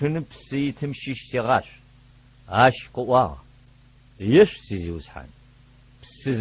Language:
Adyghe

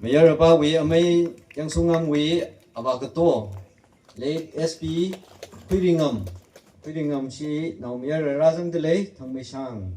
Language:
Tangkhul Naga (India)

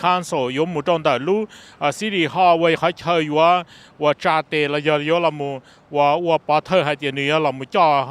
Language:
Hmong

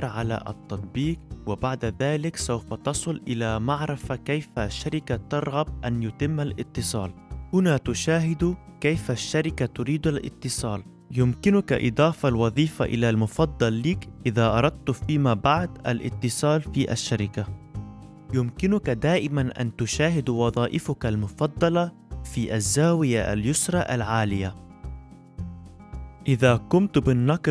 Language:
Arabic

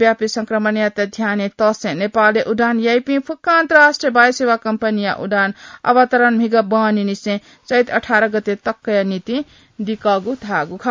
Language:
Newari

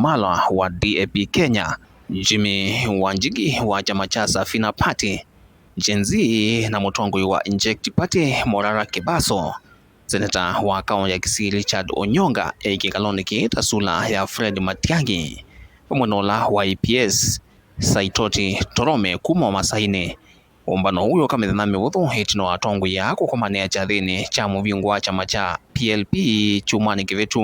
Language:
Kamba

